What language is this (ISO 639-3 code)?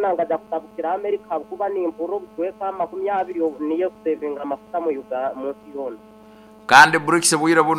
nyn